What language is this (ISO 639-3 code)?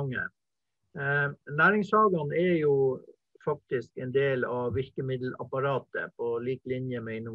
nor